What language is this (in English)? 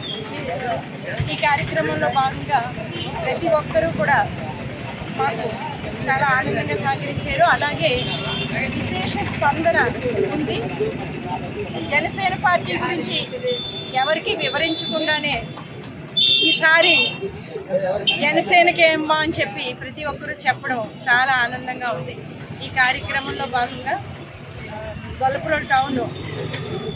Telugu